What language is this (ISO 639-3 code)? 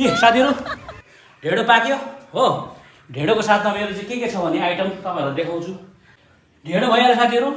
nep